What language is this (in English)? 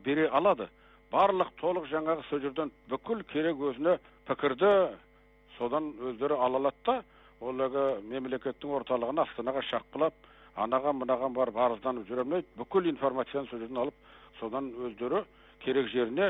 Kazakh